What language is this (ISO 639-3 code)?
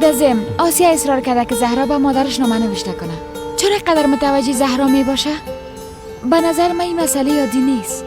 fas